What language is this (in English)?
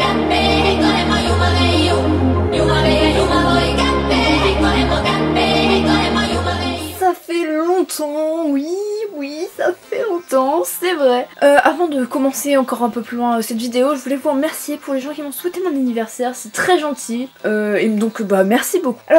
French